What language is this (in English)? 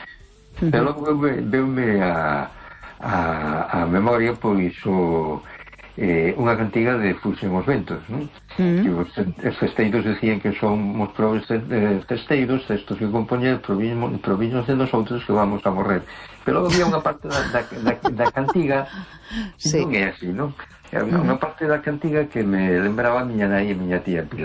Galician